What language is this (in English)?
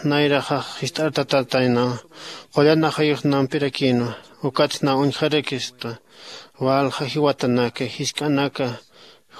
Aymara